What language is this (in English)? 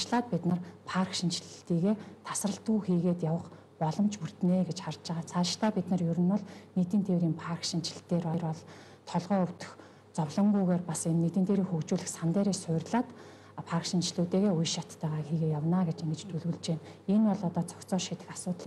Mongolian